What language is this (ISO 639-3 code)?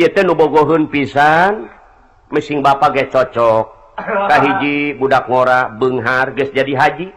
sun